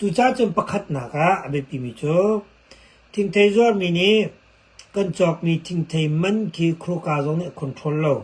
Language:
Hakha Chin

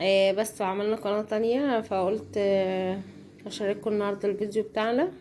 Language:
Egyptian Arabic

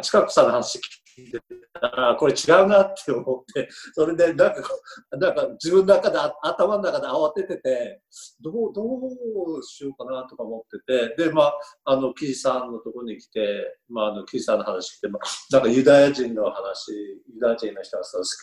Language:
Japanese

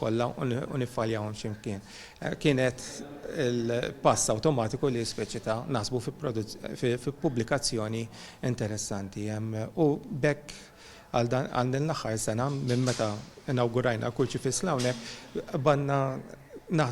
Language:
Maltese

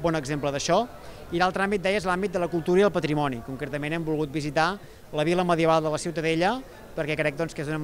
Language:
Catalan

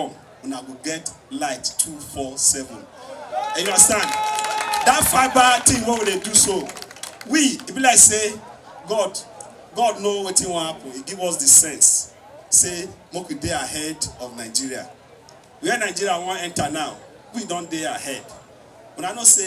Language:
Nigerian Pidgin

